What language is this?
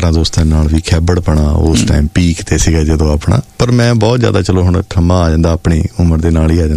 Punjabi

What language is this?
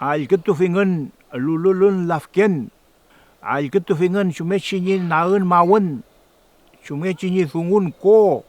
Mapuche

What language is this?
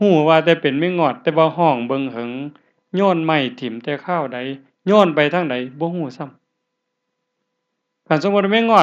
Northeastern Thai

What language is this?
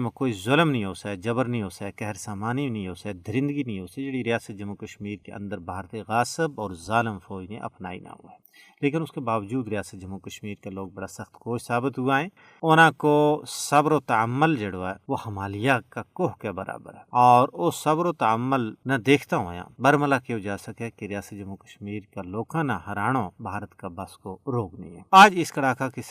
Gujari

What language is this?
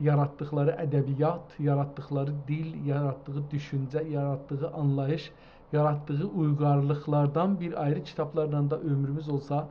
South Azerbaijani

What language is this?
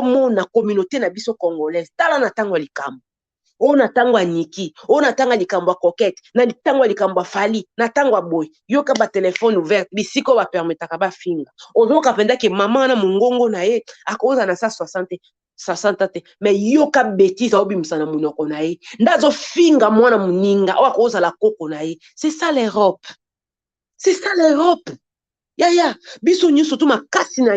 Lingala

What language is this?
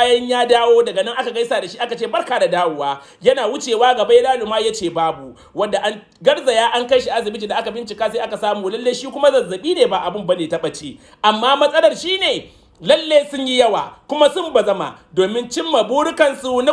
Hausa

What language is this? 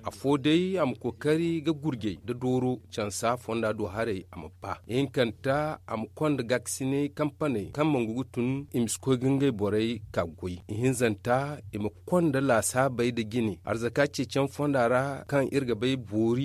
Zarma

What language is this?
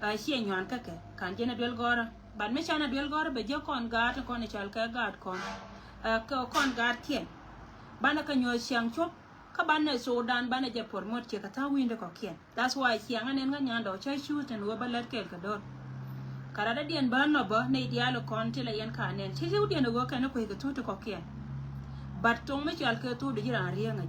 Nuer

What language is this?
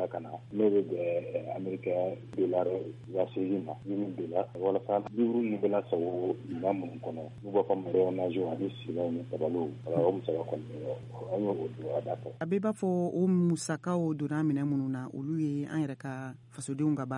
Bambara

